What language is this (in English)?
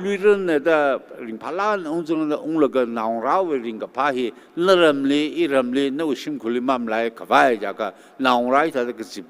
Tangkhul Naga (India)